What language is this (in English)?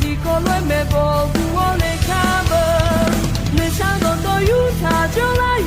Akha